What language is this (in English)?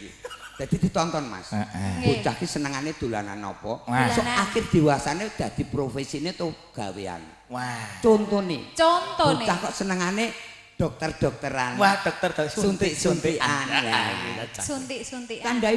Javanese